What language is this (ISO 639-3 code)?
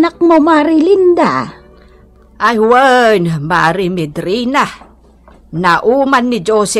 ilo